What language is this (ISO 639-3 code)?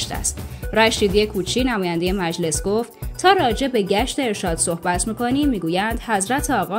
fas